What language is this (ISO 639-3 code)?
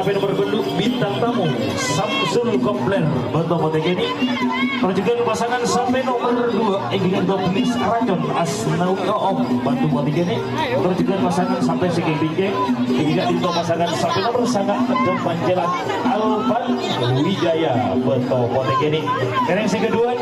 mad